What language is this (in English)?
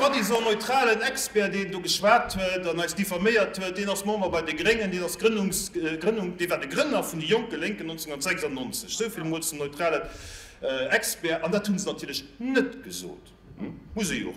Luxembourgish